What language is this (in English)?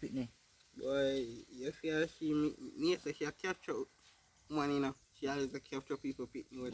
Jamaican Creole English